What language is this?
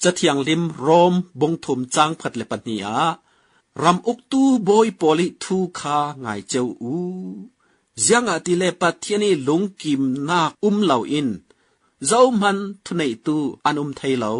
Falam Chin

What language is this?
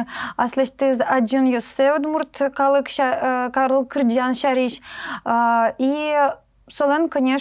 Udmurt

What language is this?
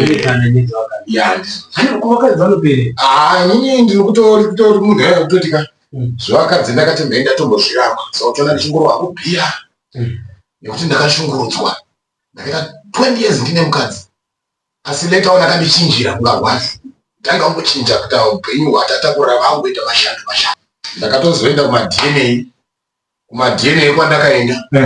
Shona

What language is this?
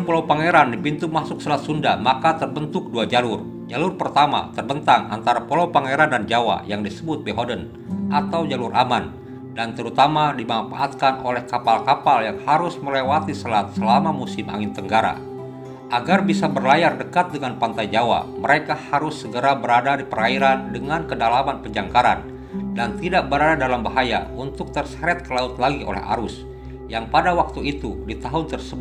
Indonesian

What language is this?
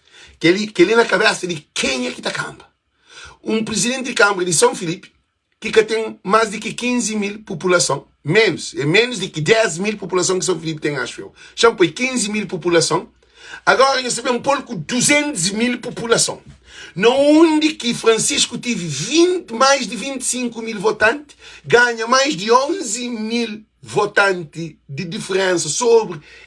Kabuverdianu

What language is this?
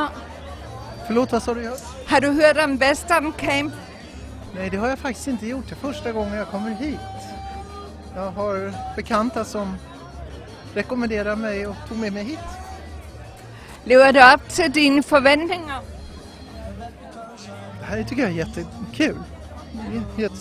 Danish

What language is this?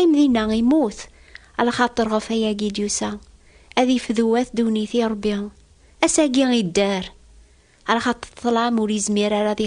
Kabyle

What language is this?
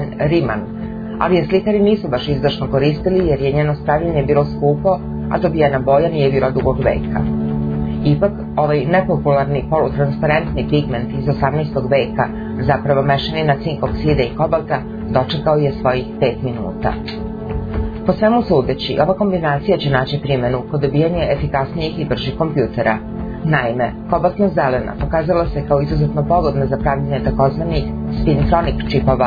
Serbian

